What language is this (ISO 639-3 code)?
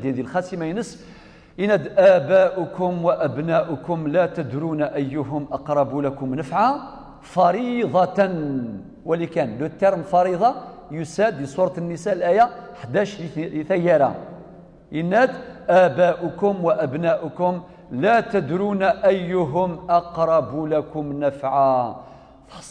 kab